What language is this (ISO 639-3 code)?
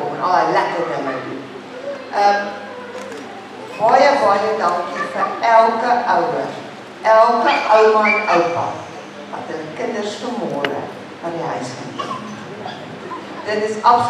afr